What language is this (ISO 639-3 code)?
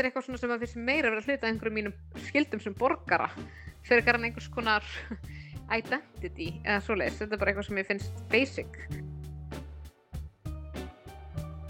isl